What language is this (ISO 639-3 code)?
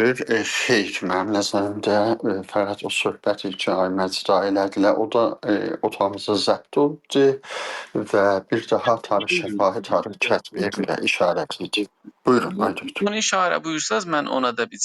azb